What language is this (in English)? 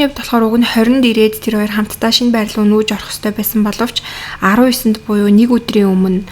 Mongolian